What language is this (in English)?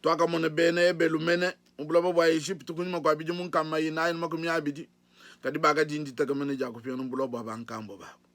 Luba-Lulua